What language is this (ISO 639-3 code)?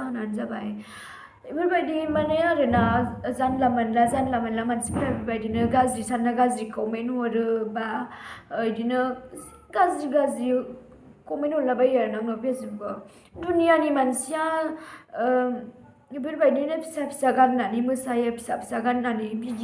brx